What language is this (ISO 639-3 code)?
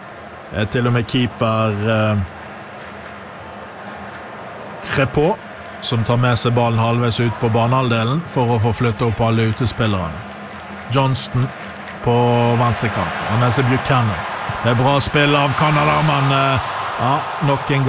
nor